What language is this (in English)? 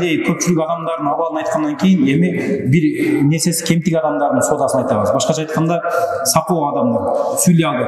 Kyrgyz